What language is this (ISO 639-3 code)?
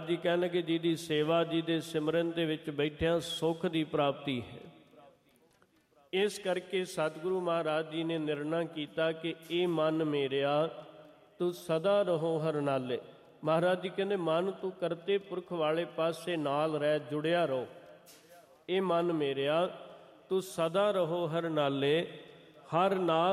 pan